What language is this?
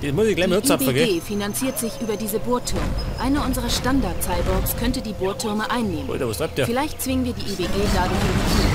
Bavarian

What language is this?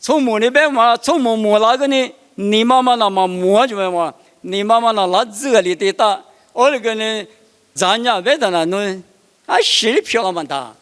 Lisu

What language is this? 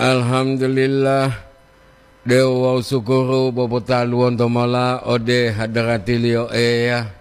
Gorontalo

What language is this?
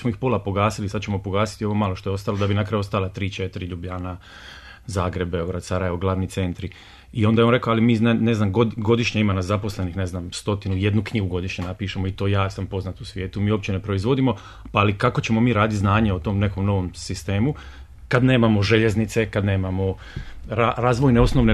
Bosnian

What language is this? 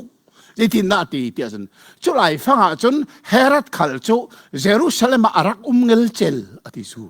Hakha Chin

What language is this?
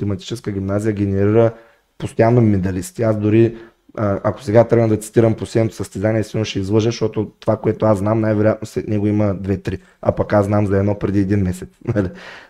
Bulgarian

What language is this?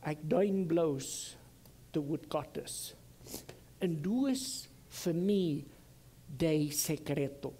Plautdietsch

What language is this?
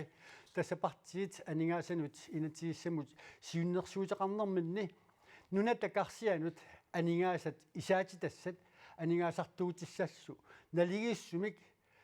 Kalaallisut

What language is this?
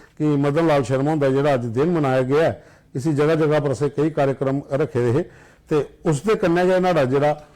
Dogri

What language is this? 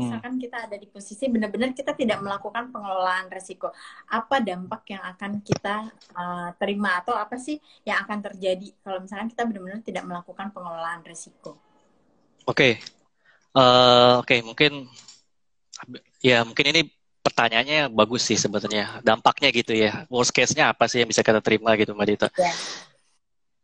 Indonesian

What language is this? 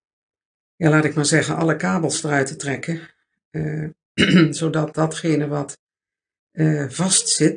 Dutch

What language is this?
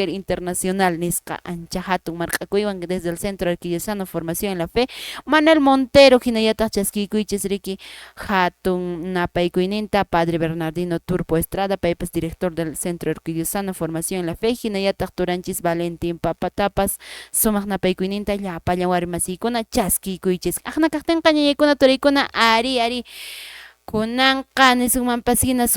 Quechua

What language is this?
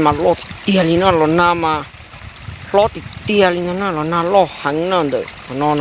Hmong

